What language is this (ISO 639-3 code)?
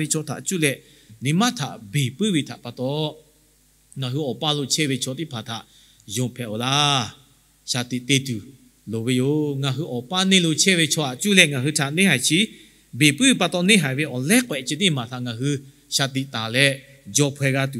lhu